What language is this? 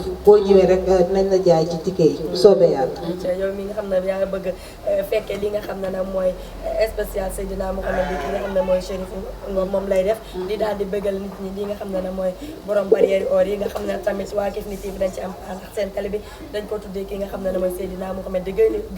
Wolof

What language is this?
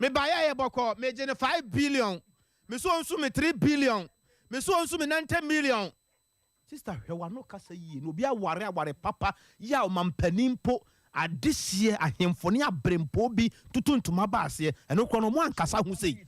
Akan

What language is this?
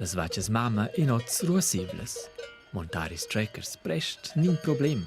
Romansh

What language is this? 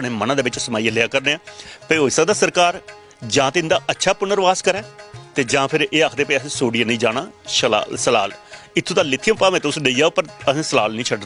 Dogri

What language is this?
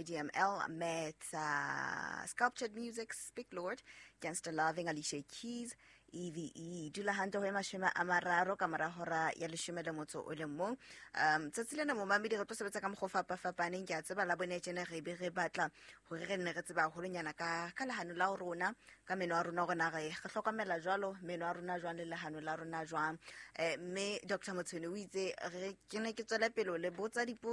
Southern Sotho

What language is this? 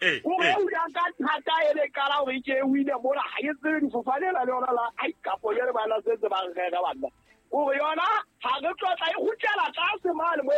Southern Sotho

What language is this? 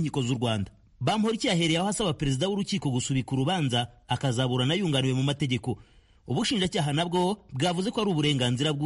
Kinyarwanda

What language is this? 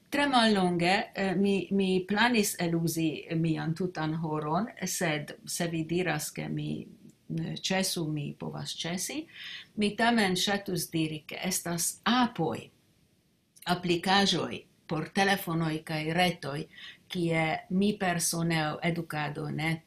Esperanto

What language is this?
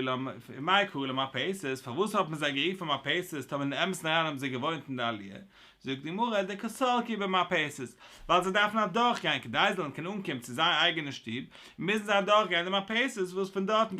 Yiddish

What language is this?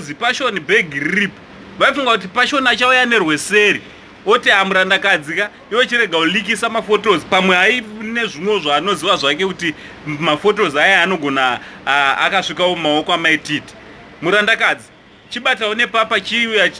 Shona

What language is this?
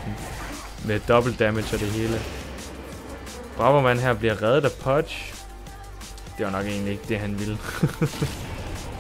Danish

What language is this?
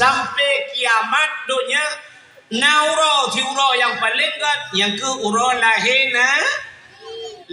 Achinese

